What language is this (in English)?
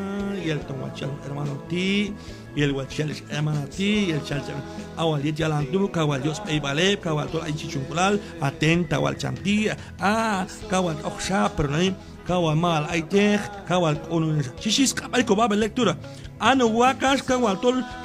Q'anjob'al